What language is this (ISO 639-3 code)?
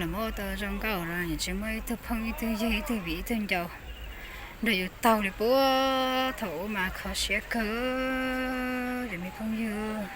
hmn